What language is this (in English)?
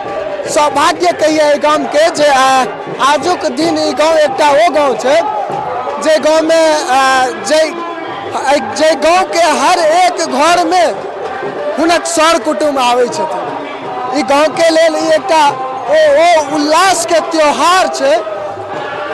Maithili